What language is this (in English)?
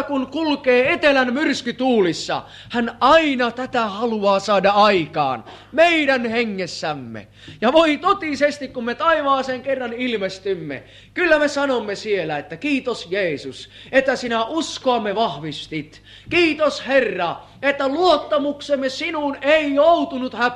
Finnish